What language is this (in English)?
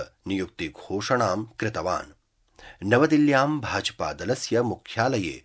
Sanskrit